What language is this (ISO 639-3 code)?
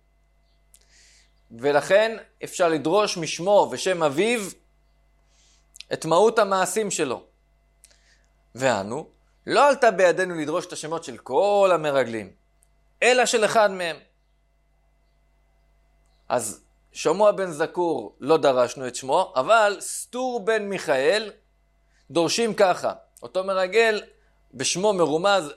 heb